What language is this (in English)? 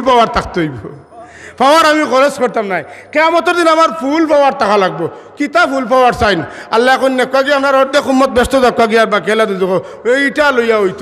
Sylheti